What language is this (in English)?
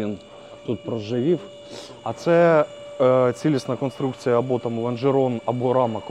Ukrainian